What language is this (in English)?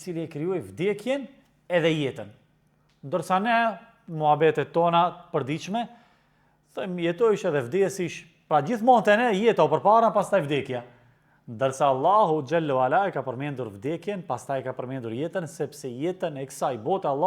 Albanian